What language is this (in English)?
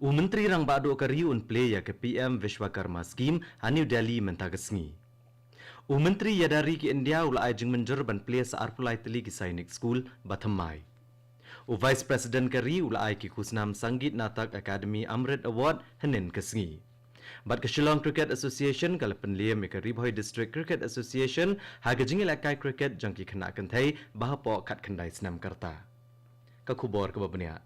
Khasi